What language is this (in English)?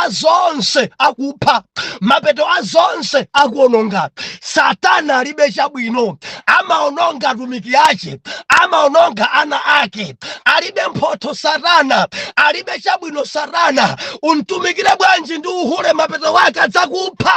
Nyanja